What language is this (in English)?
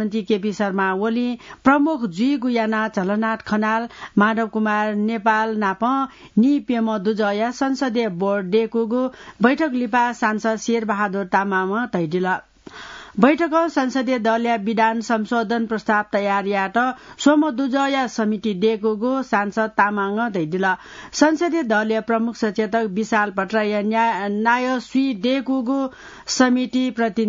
Newari